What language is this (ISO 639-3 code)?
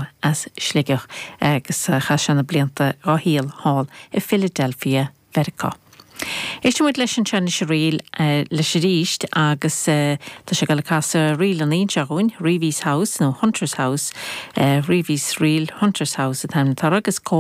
gle